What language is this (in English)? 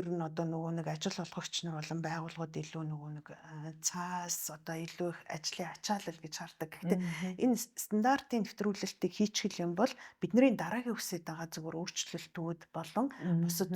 Mongolian